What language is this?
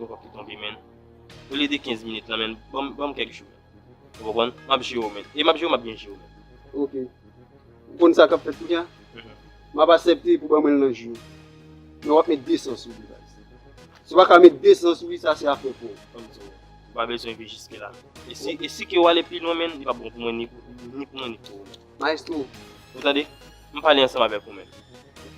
Haitian Creole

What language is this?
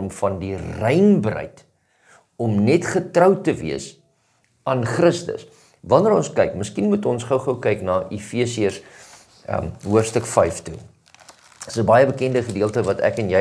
Afrikaans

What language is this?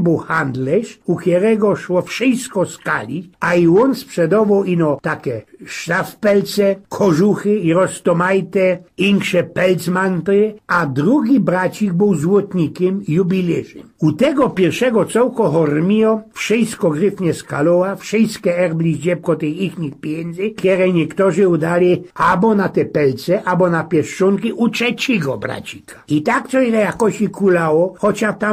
Silesian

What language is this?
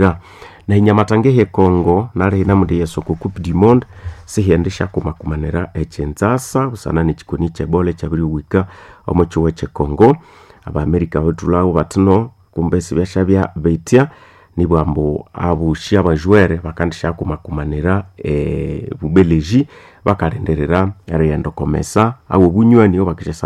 Nande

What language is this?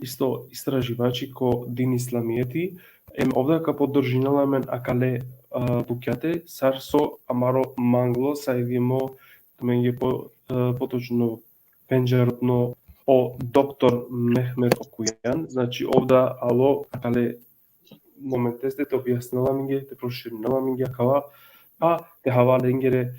Balkan Romani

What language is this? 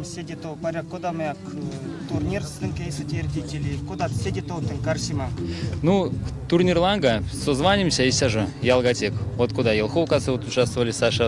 Erzya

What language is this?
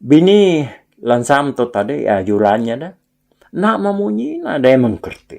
Iban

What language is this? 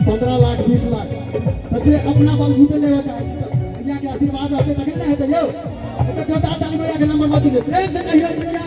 Maithili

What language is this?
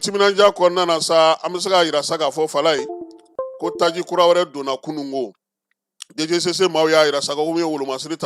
Bambara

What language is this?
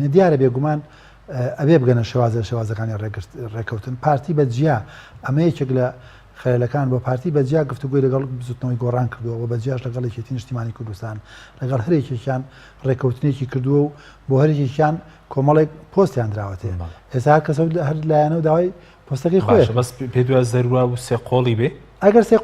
Central Kurdish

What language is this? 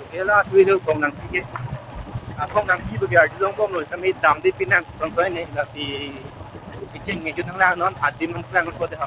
Karbi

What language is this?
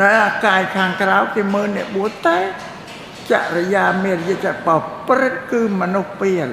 Khmer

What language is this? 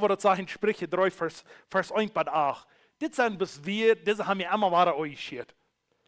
Plautdietsch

